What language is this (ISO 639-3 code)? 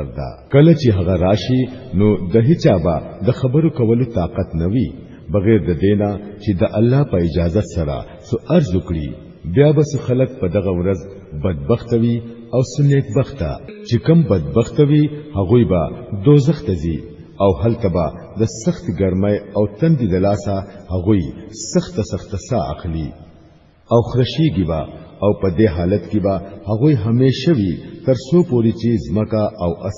pus